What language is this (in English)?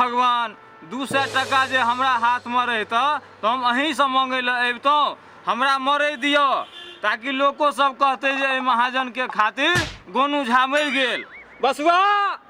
Maithili